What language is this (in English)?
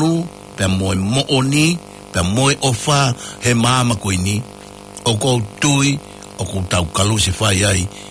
Tongan